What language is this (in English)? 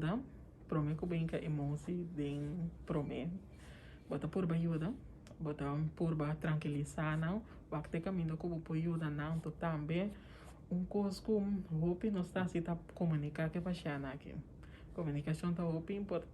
Papiamento